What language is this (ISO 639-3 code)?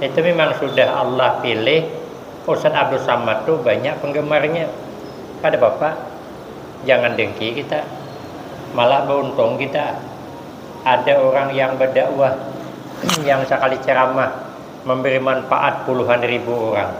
bjn